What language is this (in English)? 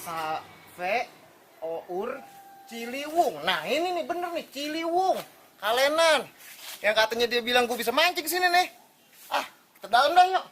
Betawi